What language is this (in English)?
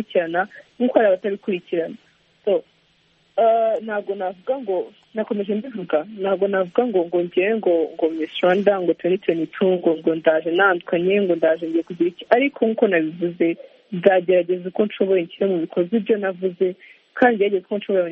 Kinyarwanda